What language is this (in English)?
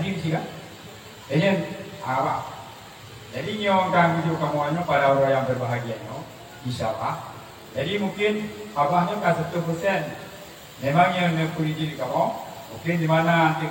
Achinese